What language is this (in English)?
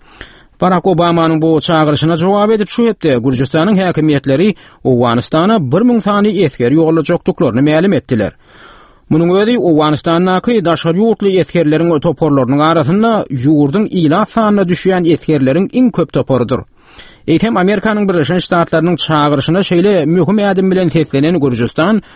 Turkmen